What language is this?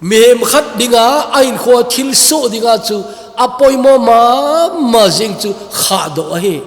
Thado Chin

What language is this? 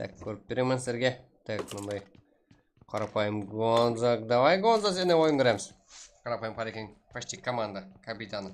Kara-Kalpak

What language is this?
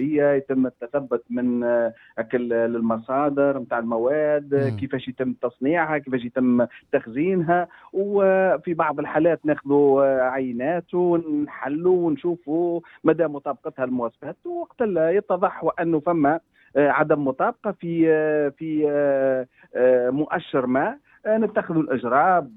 Tunisian Arabic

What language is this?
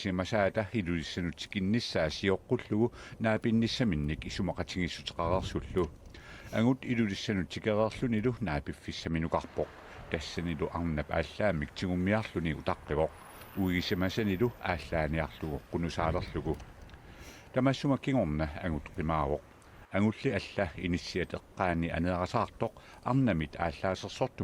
Kalaallisut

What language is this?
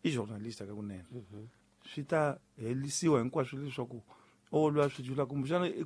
Tsonga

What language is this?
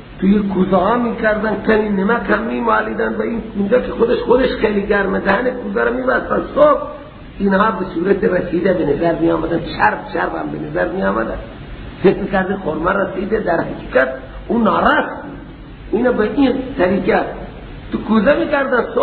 Persian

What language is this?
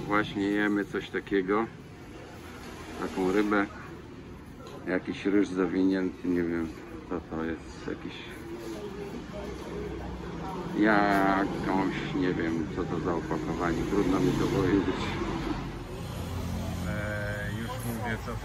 Polish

